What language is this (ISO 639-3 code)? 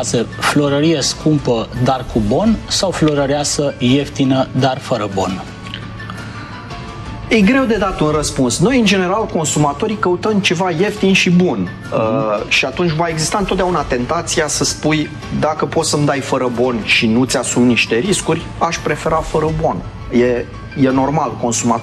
ron